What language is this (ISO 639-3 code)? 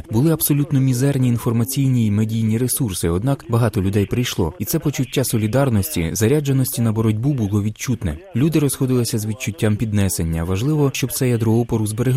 ukr